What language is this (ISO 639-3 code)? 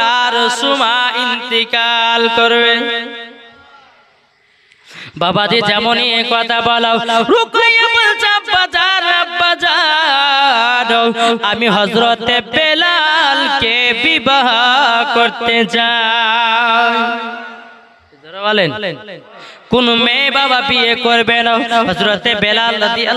ben